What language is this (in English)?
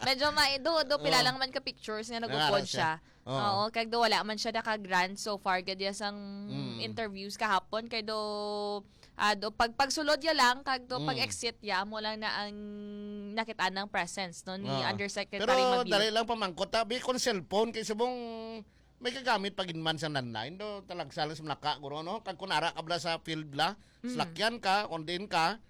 Hiligaynon